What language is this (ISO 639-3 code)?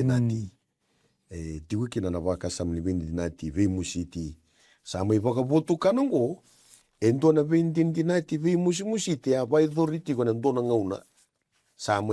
fij